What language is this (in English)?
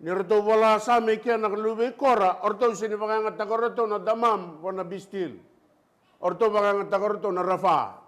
Fijian